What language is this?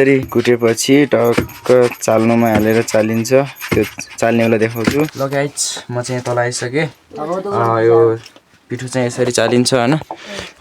Nepali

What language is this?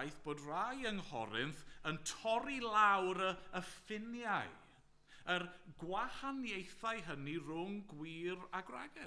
Welsh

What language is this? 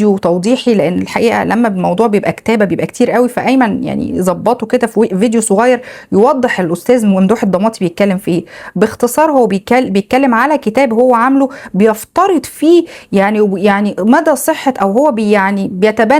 Egyptian Arabic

